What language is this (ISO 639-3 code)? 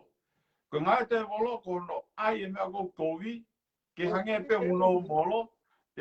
ton